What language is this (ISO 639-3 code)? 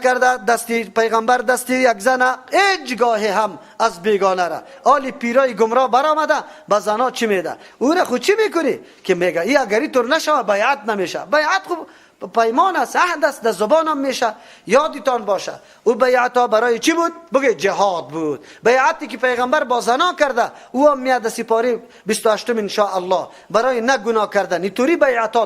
fas